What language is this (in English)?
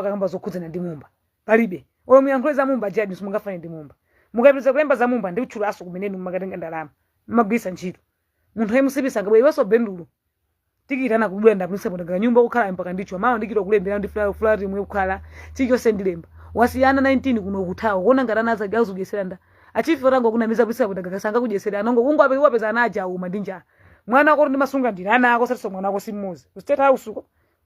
Nyanja